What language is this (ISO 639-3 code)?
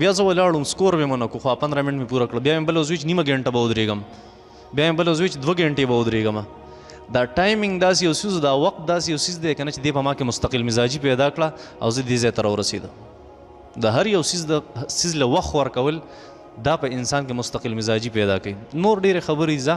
pus